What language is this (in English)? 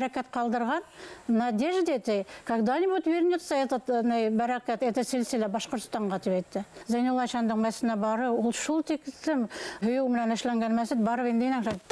Bashkir